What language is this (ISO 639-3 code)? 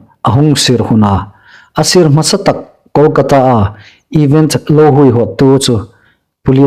hmr